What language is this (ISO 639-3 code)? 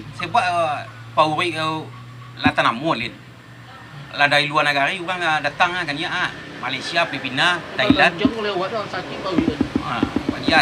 min